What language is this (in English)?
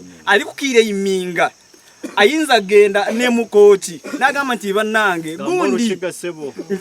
Nyankole